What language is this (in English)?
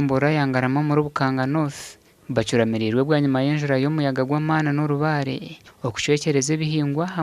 Nyankole